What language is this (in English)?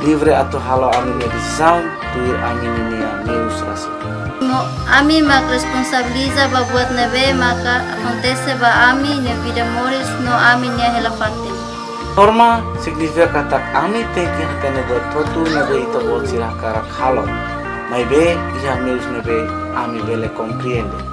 Tetum